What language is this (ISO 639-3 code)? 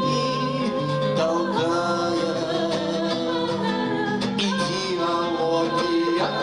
rus